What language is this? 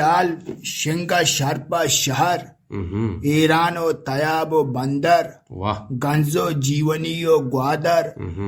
Eastern Balochi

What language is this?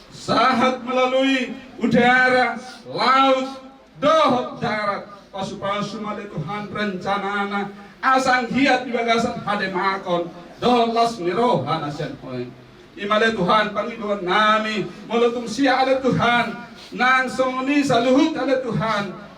Batak Toba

